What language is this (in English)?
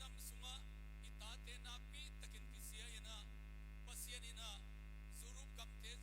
Tedim Chin